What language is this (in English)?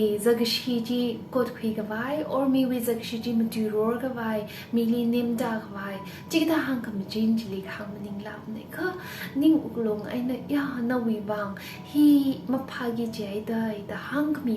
Tangkhul Naga (India)